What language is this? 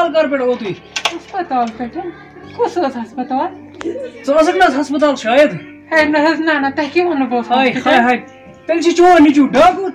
Kashmiri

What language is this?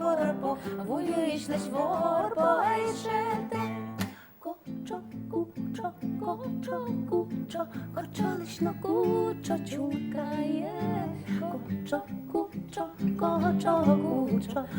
Udmurt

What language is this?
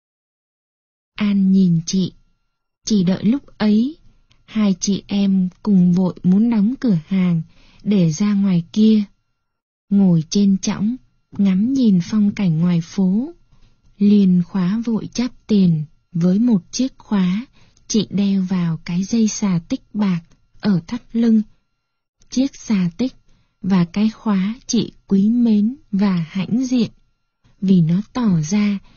Vietnamese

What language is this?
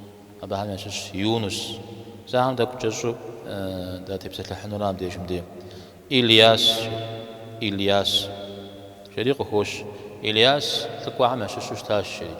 Kabardian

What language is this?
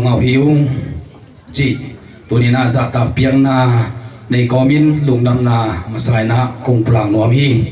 Tedim Chin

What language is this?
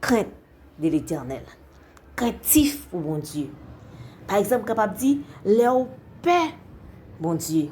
Haitian Creole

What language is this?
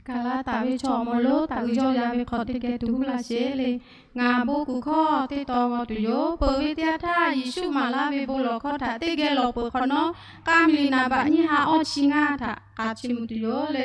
Lahu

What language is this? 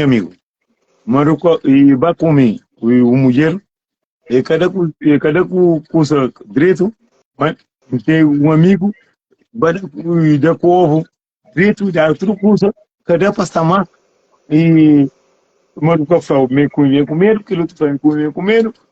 Kabuverdianu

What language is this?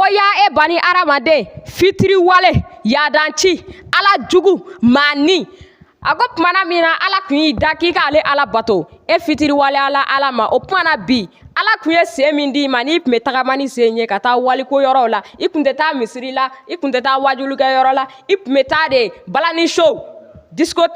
Bambara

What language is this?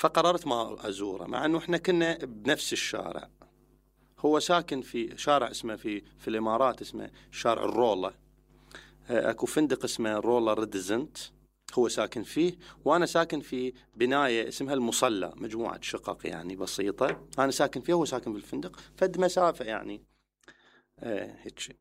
Mesopotamian Arabic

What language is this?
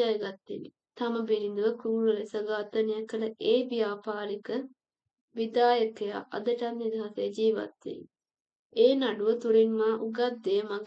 Sinhala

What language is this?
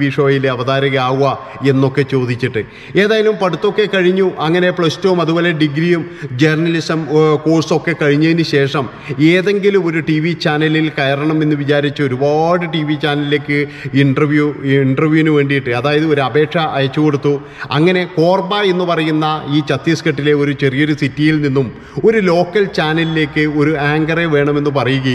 Malayalam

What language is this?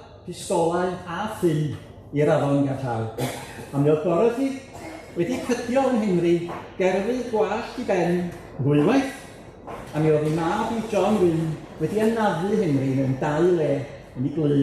Welsh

